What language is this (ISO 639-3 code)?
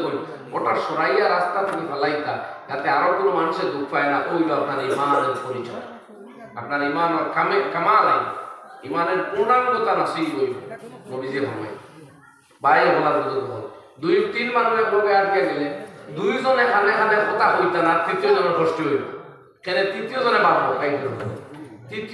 syl